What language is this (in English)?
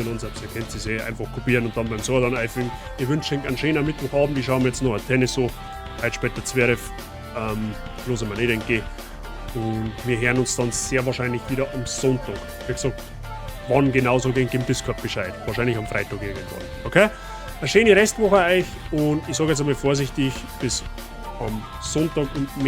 Bavarian